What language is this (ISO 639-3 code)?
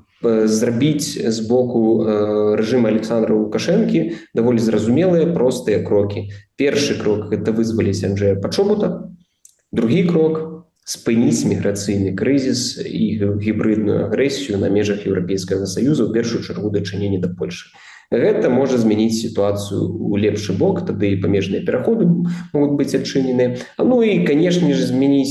bel